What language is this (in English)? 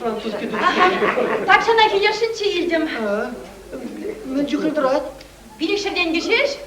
Chuvash